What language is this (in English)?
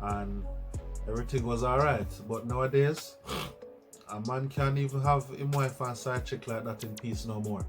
Jamaican Creole English